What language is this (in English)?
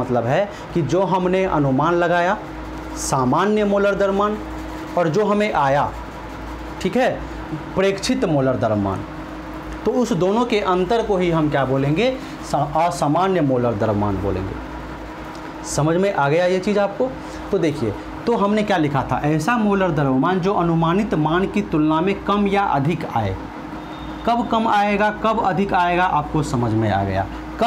Hindi